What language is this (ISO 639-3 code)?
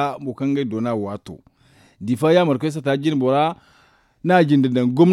dje